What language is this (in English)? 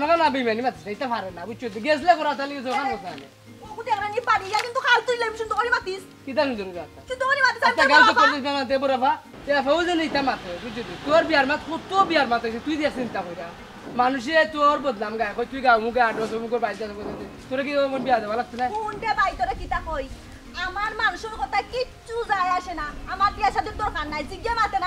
Sylheti